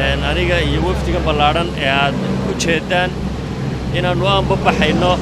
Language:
Somali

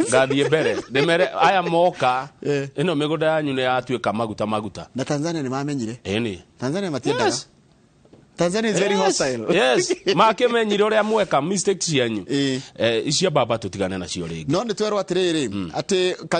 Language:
Kikuyu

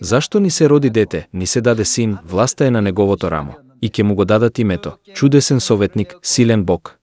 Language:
Macedonian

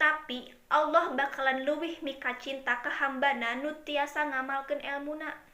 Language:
Sundanese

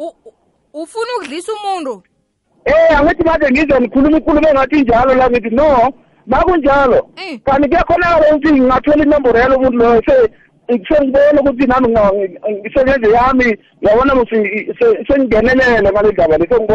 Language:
South Ndebele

